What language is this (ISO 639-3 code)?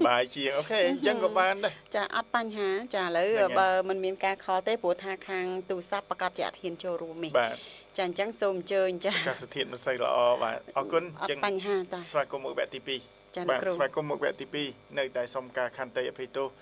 khm